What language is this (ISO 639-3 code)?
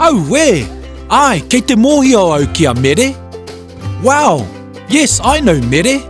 mri